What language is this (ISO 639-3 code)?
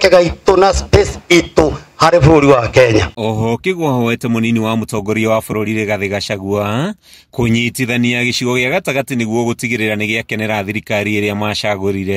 kik